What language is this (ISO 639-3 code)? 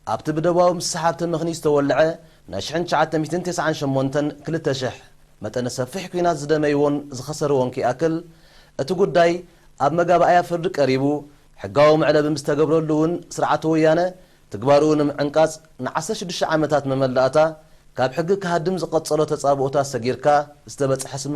tir